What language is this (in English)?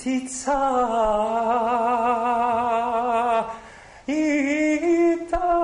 Croatian